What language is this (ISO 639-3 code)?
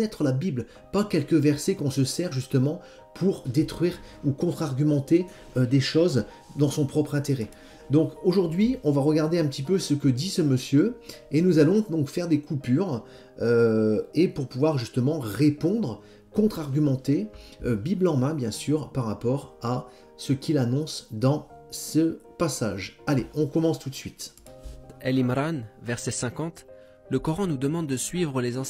fra